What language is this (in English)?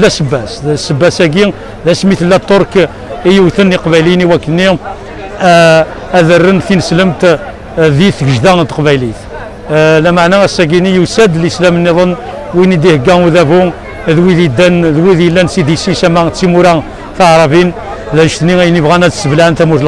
Kabyle